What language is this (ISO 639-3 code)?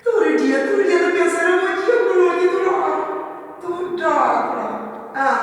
kea